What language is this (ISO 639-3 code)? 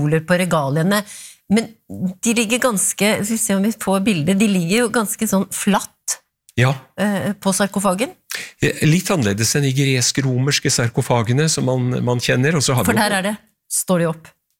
nor